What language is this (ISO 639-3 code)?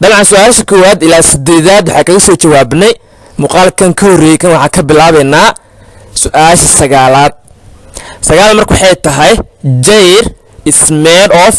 som